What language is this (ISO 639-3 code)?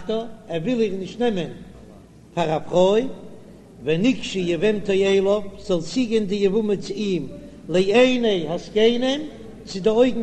yid